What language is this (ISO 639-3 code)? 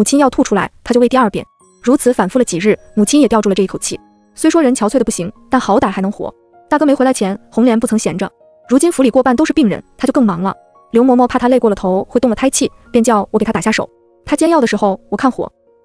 zho